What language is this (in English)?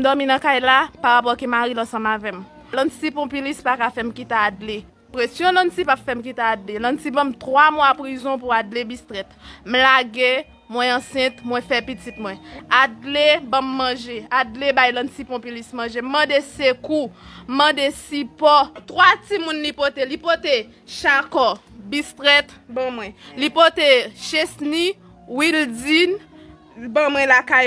Haitian Creole